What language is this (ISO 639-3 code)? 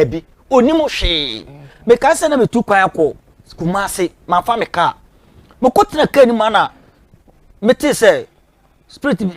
aka